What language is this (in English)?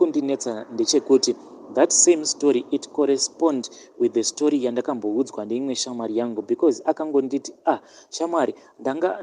Shona